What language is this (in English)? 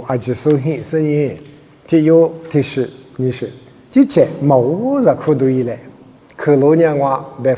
Lisu